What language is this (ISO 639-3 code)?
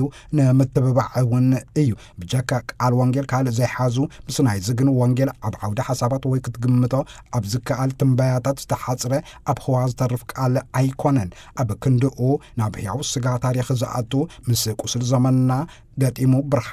tir